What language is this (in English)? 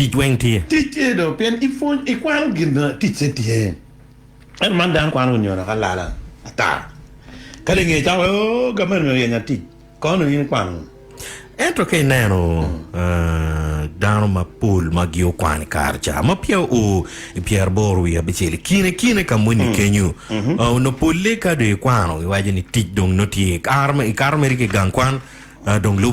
Acoli